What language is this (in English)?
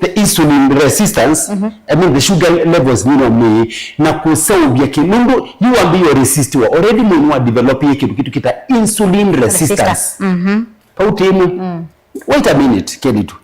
Kamba